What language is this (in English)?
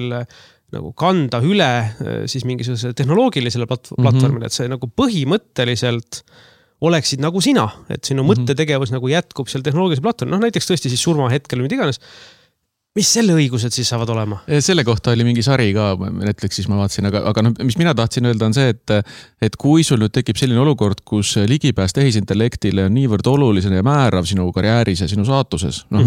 Estonian